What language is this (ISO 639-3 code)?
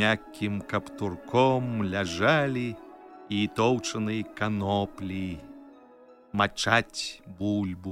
bel